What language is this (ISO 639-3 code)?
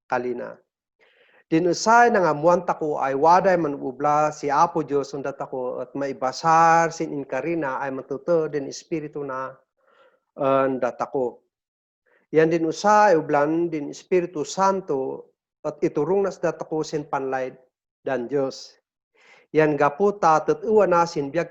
kne